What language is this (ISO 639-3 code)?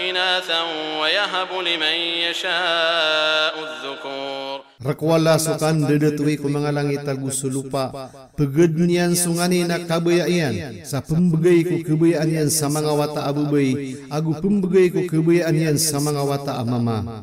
mrw